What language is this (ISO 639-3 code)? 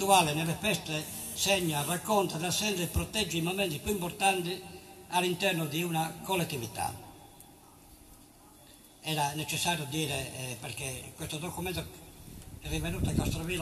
ita